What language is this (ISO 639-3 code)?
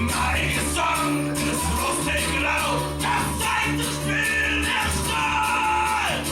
bar